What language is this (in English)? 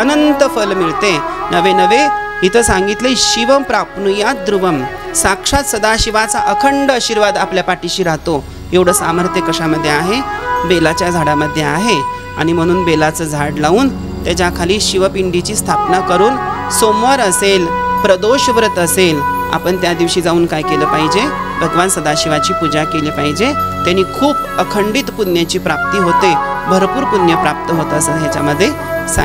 Marathi